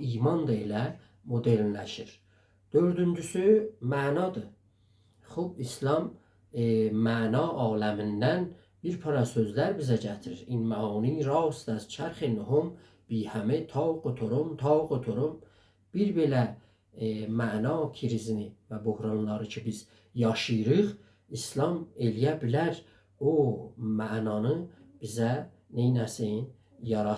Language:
South Azerbaijani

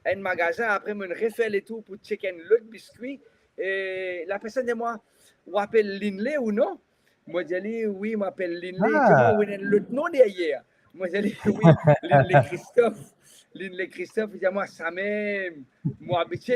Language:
Morisyen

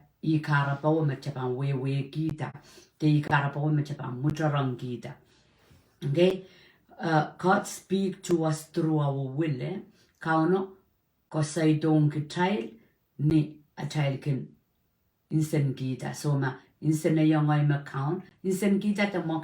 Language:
Pohnpeian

